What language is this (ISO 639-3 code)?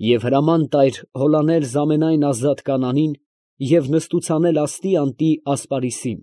hye